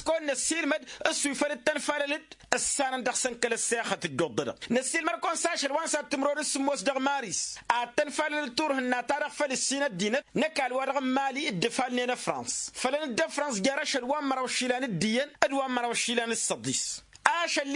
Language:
Tamasheq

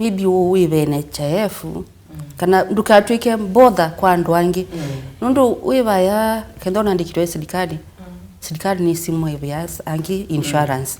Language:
Kamba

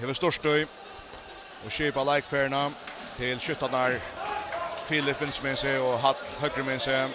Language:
Faroese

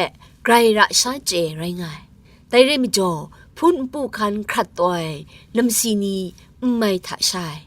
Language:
Kachin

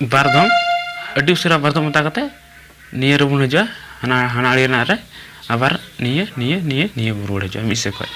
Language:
Santali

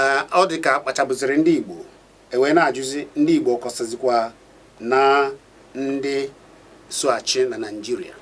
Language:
Igbo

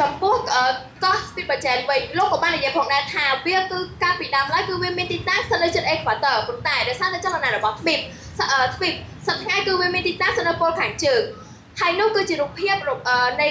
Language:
Khmer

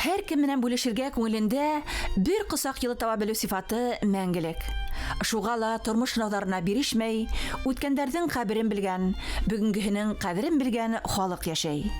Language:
Bashkir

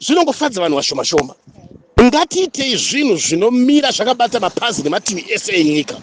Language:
Shona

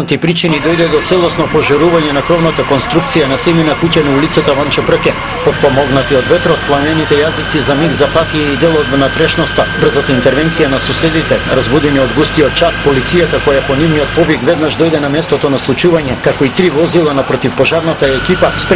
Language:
Macedonian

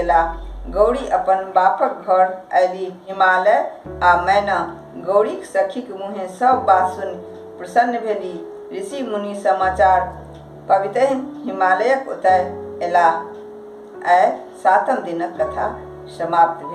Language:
Maithili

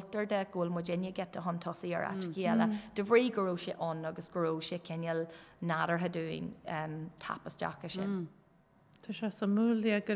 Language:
Irish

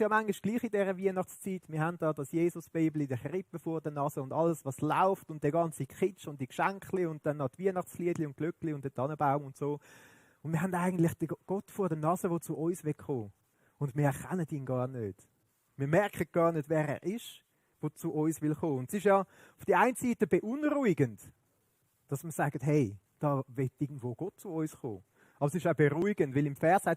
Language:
Swiss German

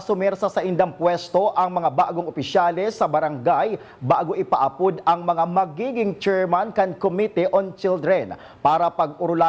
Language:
Bikol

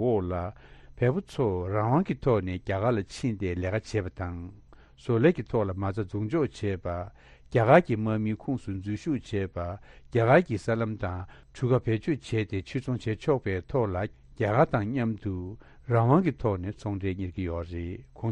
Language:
Tibetan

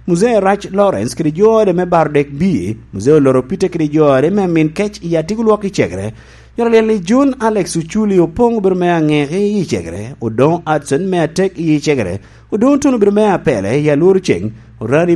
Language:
Lango (Uganda)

